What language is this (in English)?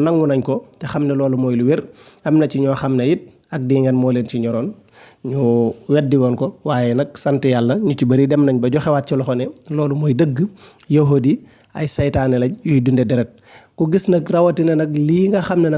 Wolof